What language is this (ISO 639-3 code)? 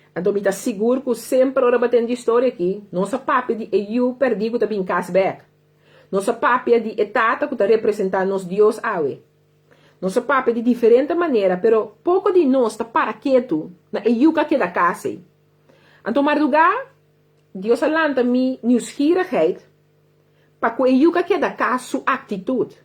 pap